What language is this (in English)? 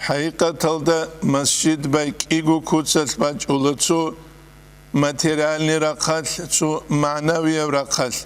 Avaric